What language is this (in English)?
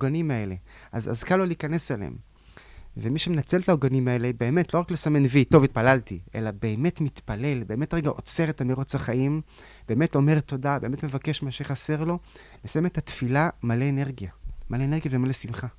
Hebrew